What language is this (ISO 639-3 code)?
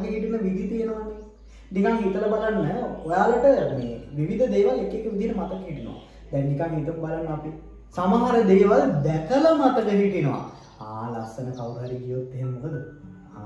sin